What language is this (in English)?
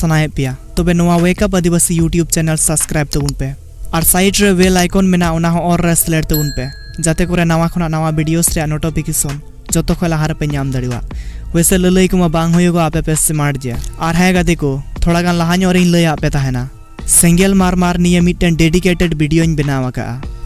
Santali